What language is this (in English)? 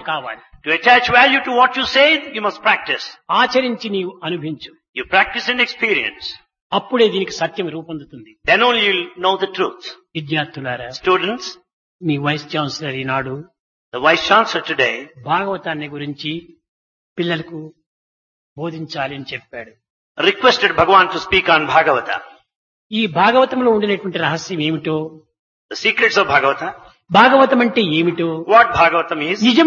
Telugu